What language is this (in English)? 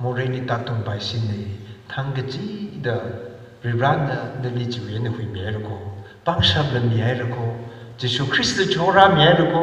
Tangkhul Naga (India)